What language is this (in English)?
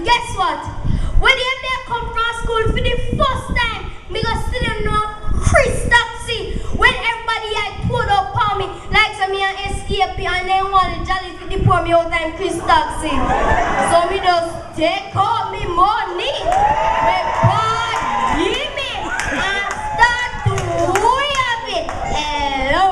Jamaican Creole English